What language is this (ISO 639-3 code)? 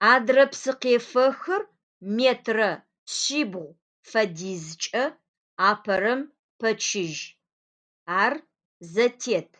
ady